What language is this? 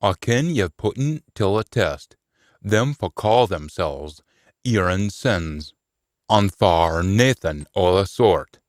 Scots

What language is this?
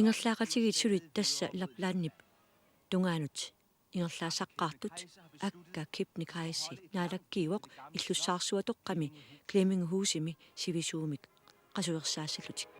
Kalaallisut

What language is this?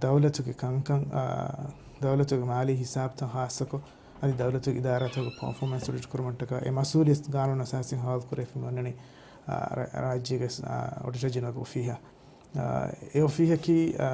Divehi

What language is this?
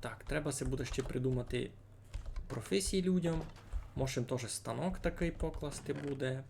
Rusyn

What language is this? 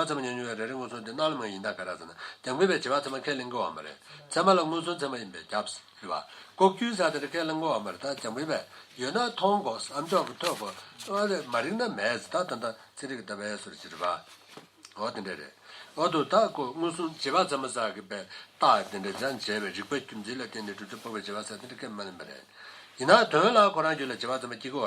Tibetan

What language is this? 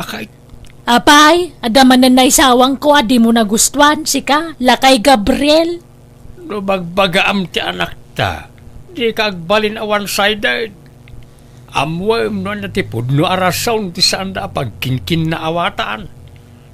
Iloko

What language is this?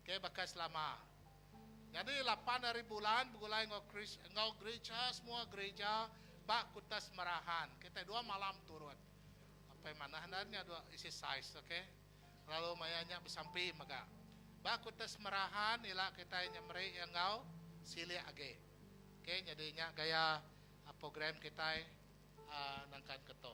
Iban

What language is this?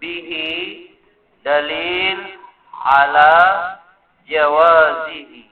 Maranao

